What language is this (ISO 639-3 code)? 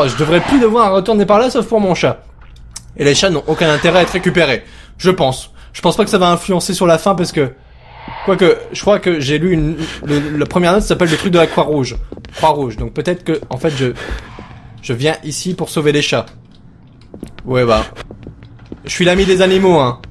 fra